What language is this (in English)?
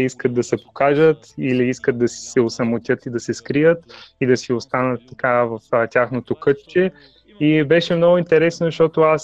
Bulgarian